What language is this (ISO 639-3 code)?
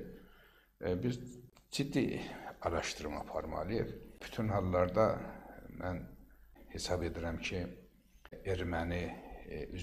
aze